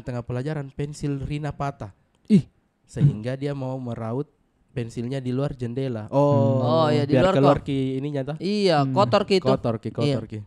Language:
Makassar Malay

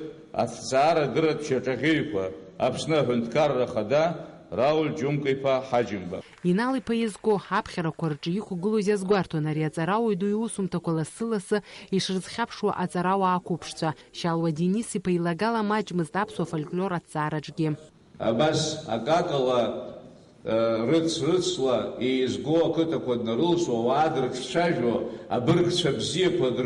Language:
Abkhazian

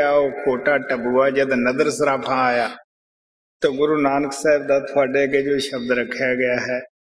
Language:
Punjabi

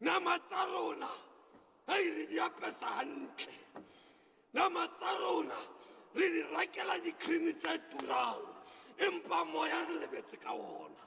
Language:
Southern Sotho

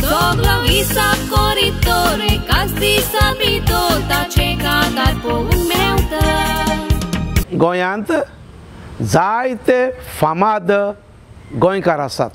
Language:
Konkani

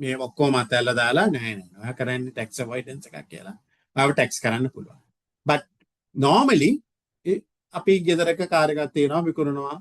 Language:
Sinhala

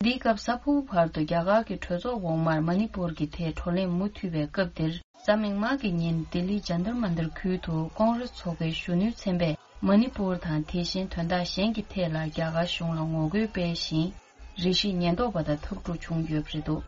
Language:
Tibetan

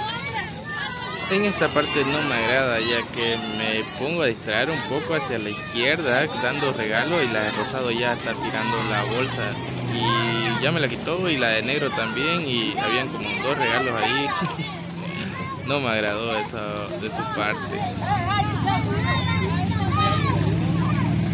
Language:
Spanish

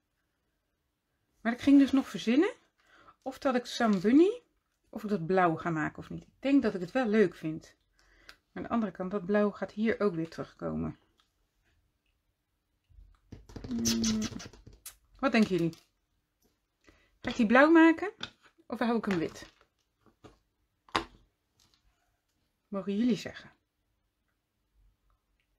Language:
Dutch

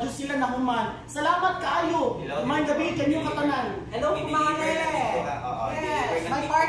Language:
Cebuano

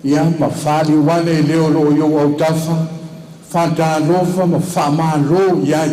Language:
Samoan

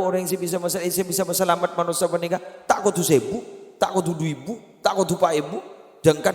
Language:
Madurese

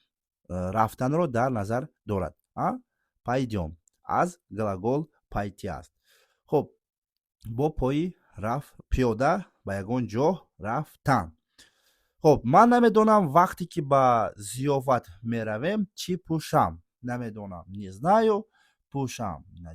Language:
Tajik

